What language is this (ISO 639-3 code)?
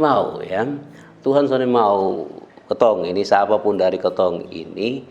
mkn